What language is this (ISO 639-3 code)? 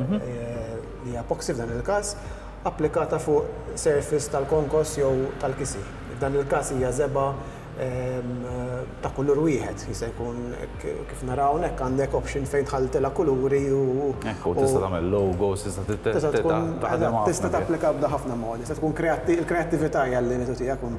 mlt